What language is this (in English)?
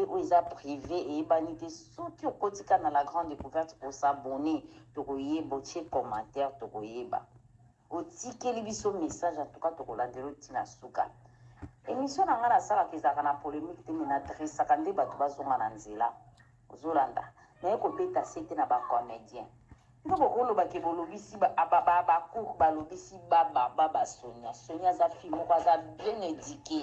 Lingala